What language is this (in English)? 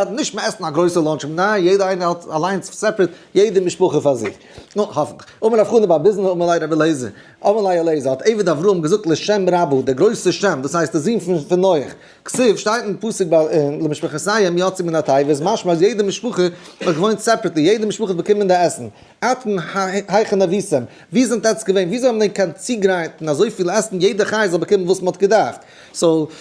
Yiddish